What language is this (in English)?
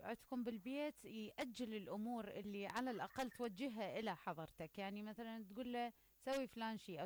Mesopotamian Arabic